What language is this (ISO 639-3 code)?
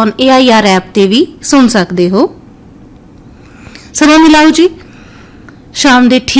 pan